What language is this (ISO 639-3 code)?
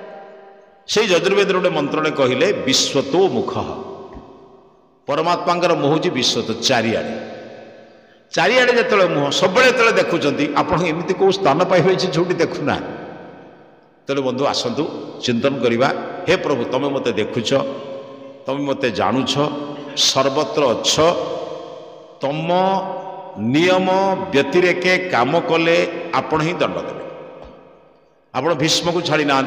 ori